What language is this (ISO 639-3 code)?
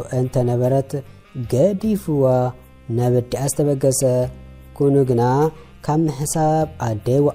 tir